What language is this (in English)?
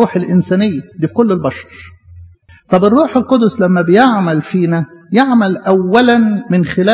Egyptian Arabic